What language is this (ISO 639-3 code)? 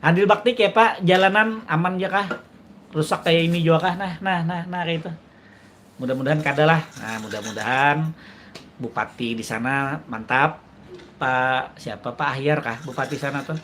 bjn